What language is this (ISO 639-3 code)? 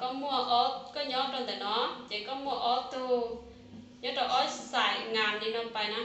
hmn